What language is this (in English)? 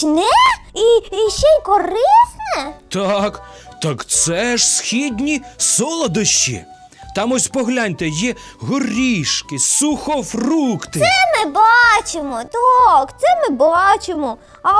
Ukrainian